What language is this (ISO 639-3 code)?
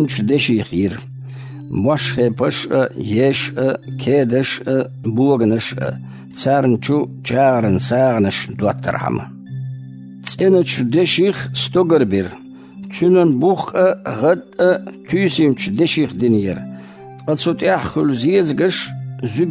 che